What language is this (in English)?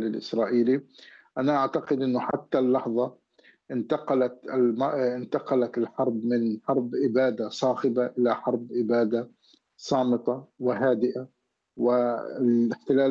Arabic